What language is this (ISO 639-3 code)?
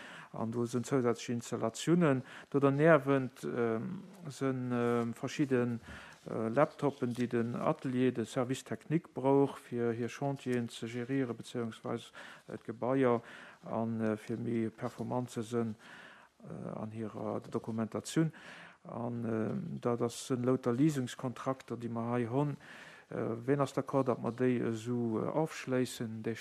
ltz